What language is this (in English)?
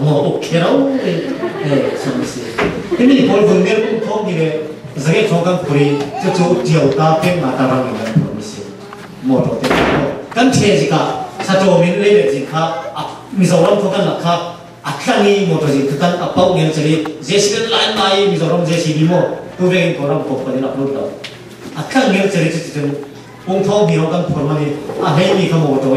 Falam Chin